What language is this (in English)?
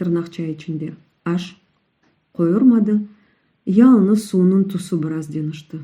Crimean Tatar